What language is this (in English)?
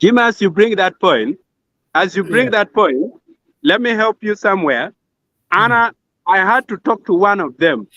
Acoli